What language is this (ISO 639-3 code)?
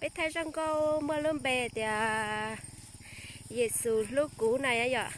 hmn